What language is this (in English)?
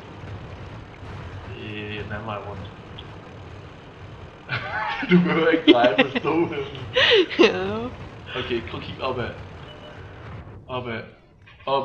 Danish